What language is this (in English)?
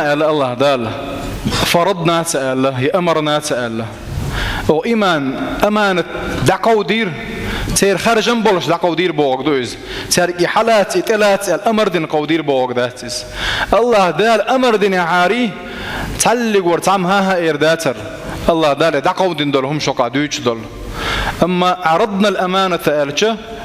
Chechen